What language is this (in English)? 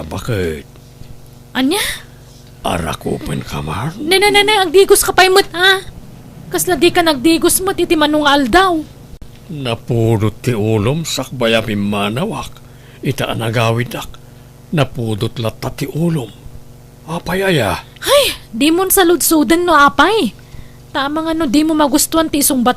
Iloko